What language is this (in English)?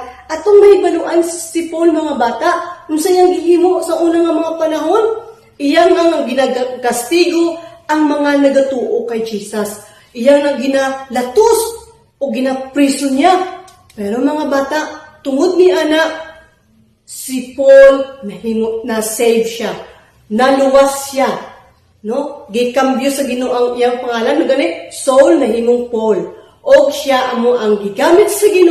Cebuano